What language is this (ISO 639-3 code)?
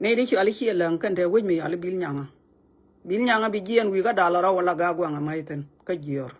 nus